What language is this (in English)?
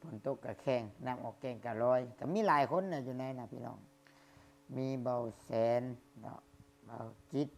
Lao